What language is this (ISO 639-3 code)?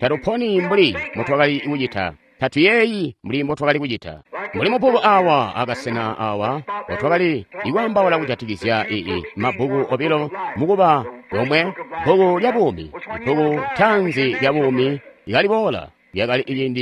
toi